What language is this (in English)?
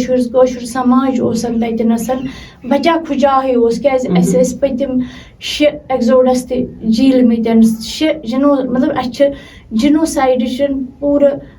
Kashmiri